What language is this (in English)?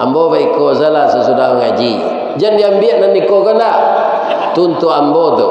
Minangkabau